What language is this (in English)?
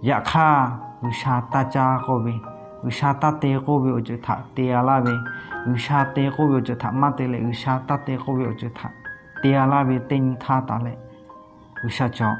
Lahu